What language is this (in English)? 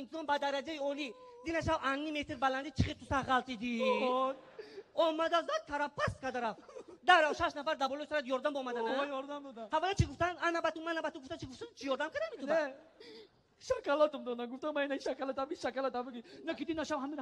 Tajik